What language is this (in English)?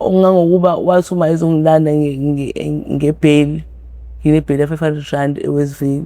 Zulu